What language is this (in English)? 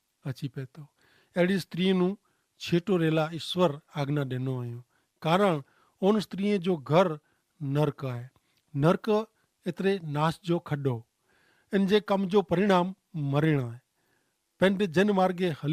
Kachhi